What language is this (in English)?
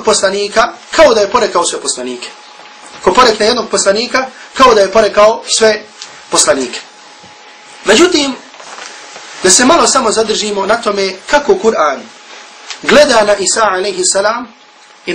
Bosnian